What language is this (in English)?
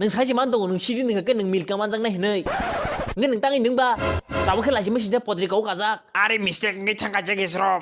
Kok Borok